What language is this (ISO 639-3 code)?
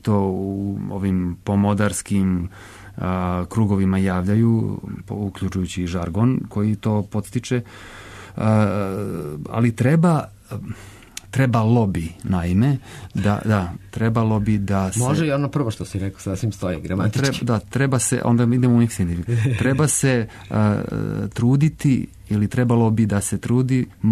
srp